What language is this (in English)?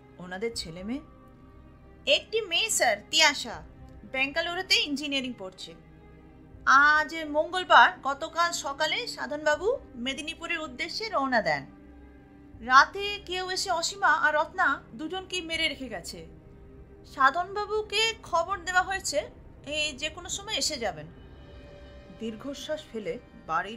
Bangla